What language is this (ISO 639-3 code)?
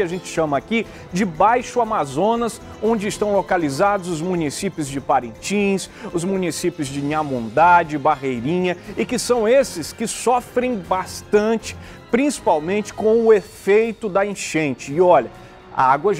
por